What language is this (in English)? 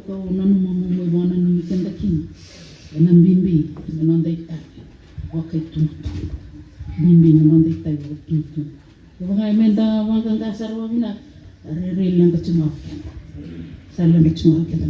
Fijian